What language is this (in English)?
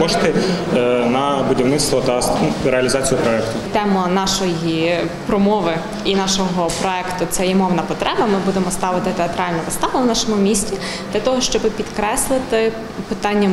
Ukrainian